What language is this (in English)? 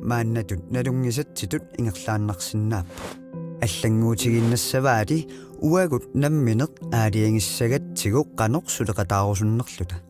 Kalaallisut